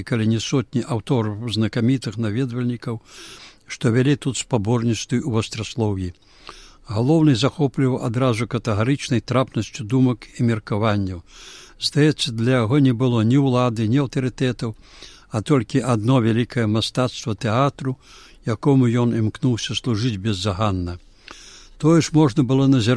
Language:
Belarusian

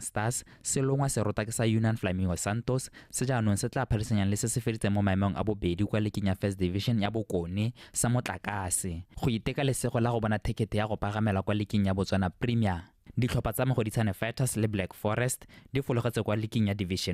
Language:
Tswana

